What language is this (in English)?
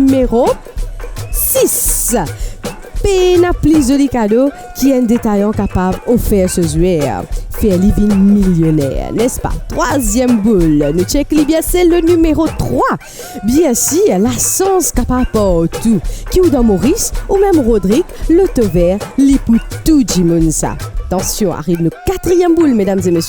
Morisyen